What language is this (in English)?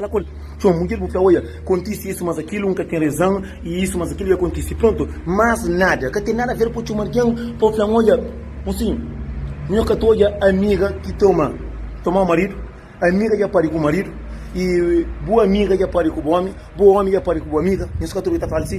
Kabuverdianu